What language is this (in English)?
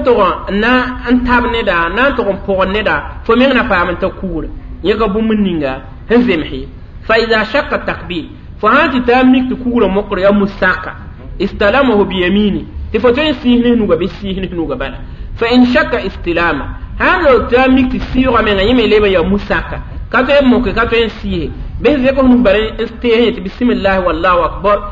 Mossi